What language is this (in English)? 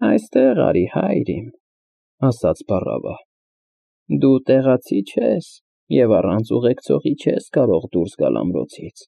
Armenian